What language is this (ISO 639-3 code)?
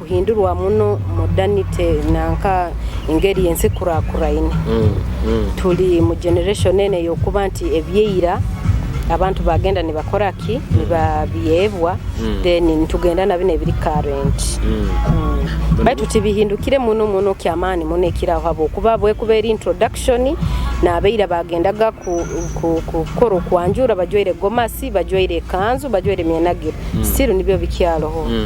nyo